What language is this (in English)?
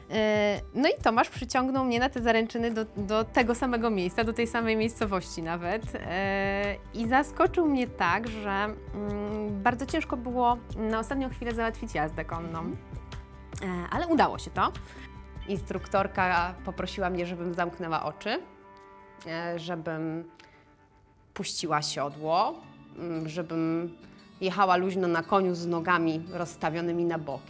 Polish